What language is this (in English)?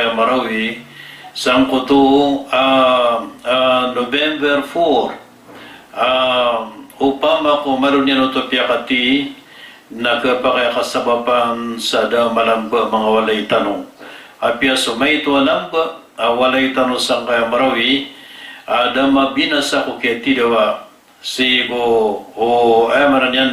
Maranao